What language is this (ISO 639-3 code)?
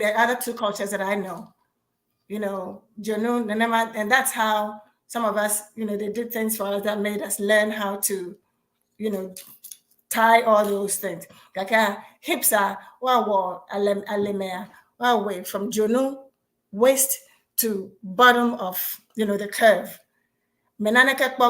ewe